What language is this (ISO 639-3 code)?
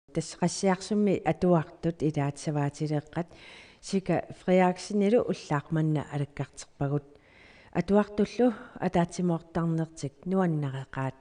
kal